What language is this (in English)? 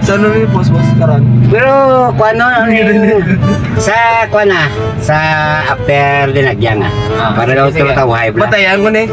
Hiligaynon